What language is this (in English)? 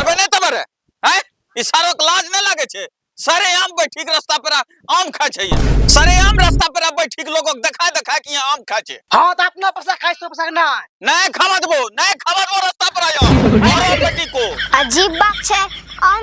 Angika